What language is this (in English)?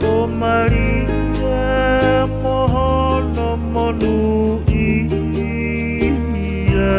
Tongan